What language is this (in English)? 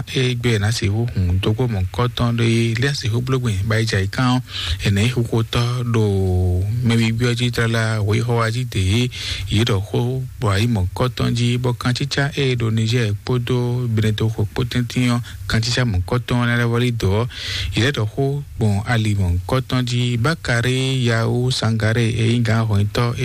Fon